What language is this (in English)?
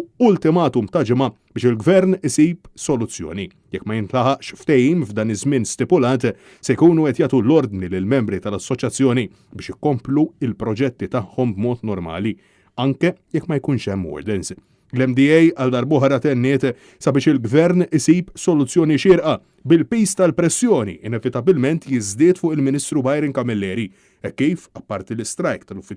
Maltese